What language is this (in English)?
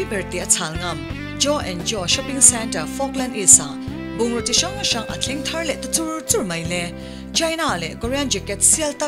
Mizo